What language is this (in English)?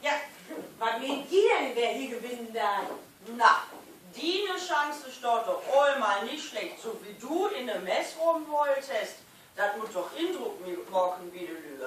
Low German